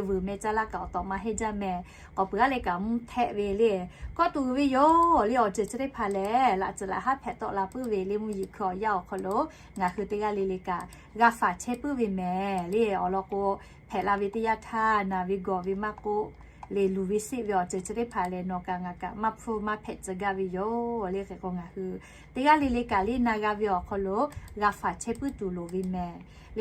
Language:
Lahu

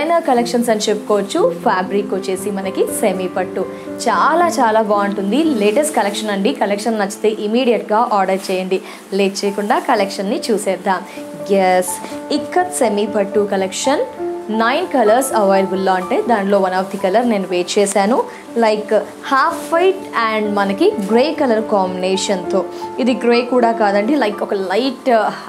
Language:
Telugu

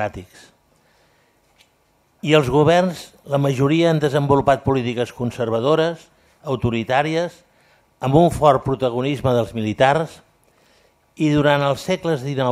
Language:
Catalan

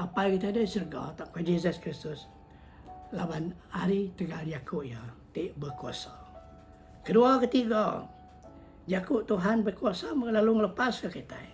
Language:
Iban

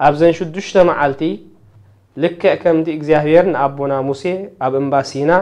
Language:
Tigrinya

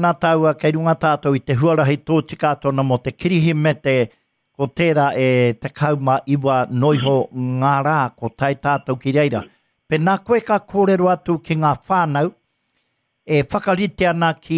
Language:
Māori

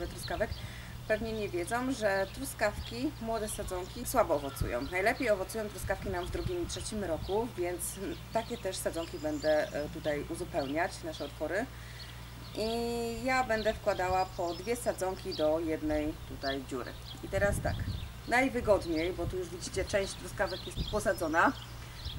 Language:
Polish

